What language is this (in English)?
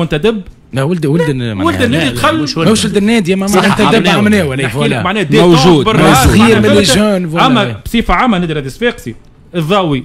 Tunisian Arabic